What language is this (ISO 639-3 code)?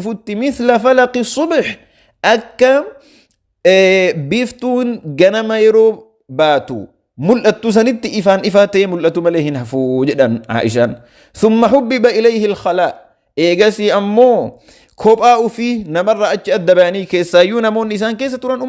orm